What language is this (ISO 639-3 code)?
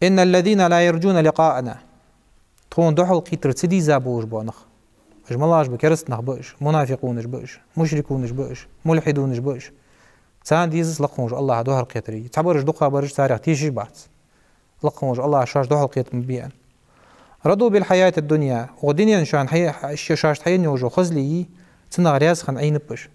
inh